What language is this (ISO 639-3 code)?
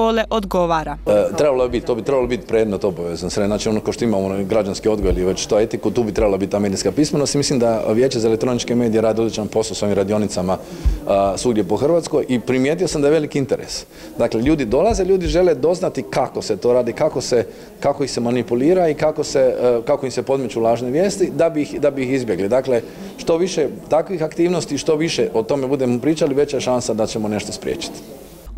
hrv